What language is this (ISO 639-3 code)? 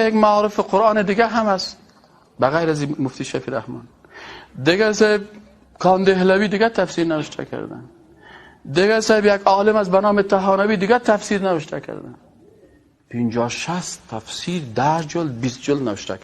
fas